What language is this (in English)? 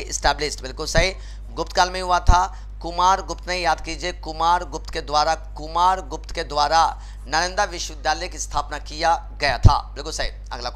Hindi